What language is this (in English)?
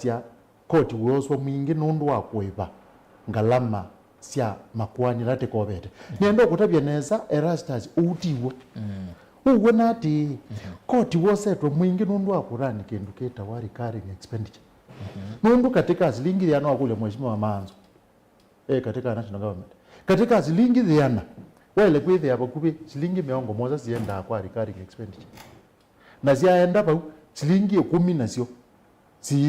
Kamba